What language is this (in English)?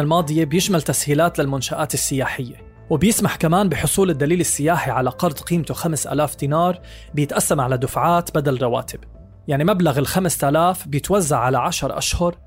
North Levantine Arabic